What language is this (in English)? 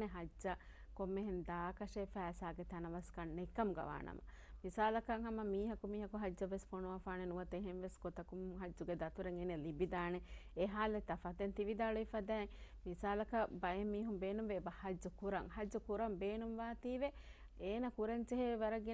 Divehi